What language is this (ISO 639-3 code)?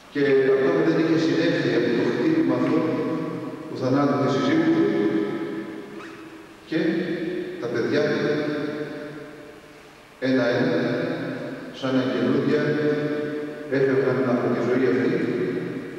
ell